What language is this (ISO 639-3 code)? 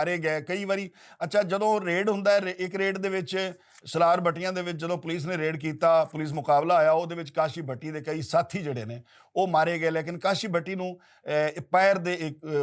lah